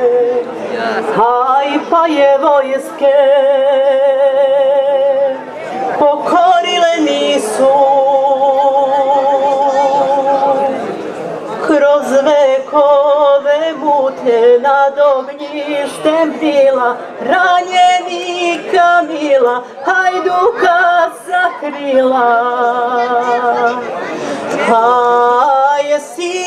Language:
Serbian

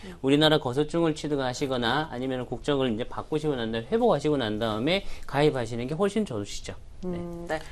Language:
Korean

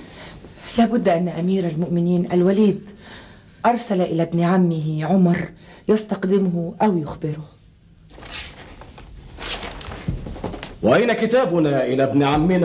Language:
Egyptian Arabic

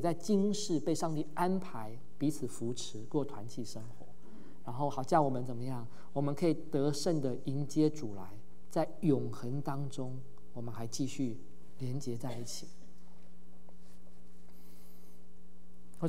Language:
Chinese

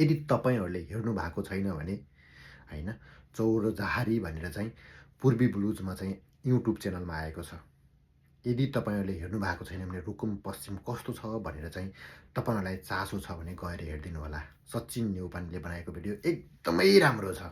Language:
Nepali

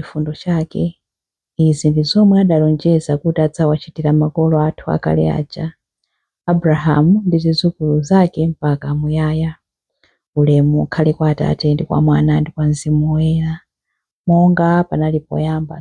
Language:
Nyanja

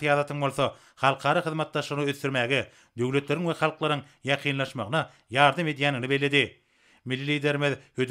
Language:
Turkmen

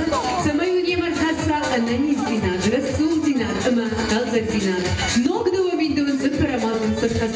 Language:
Ossetic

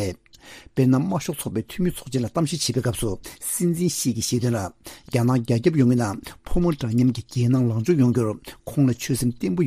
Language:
Tibetan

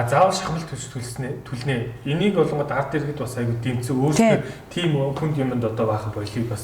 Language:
Mongolian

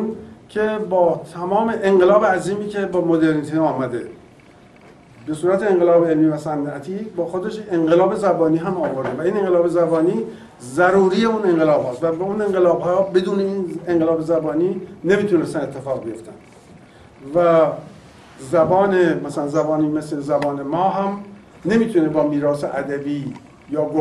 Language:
Persian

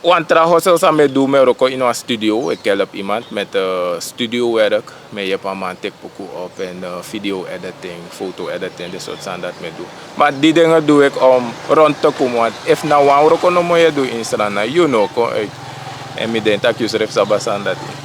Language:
Sranan Tongo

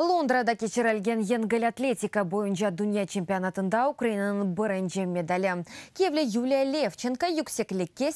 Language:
Crimean Tatar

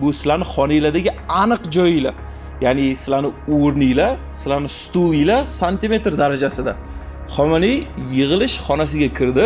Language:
Uzbek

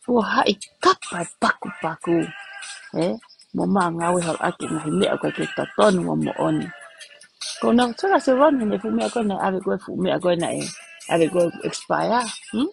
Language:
Tongan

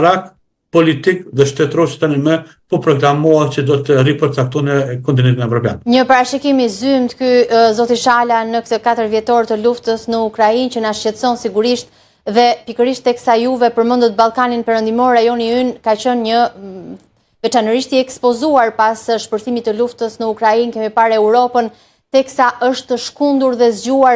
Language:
Albanian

